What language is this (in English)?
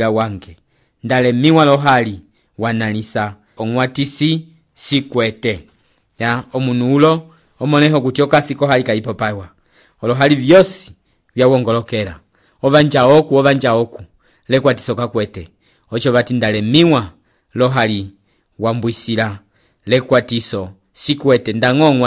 Umbundu